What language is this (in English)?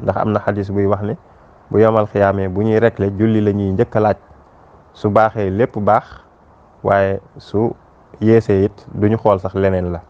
Wolof